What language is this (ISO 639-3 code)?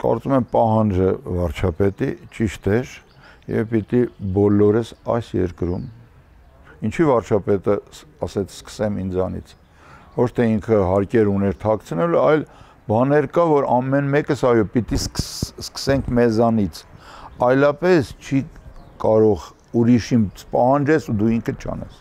hye